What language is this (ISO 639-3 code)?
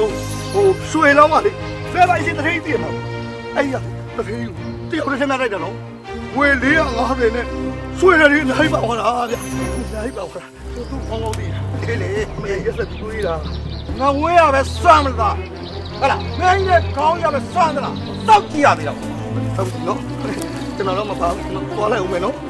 mya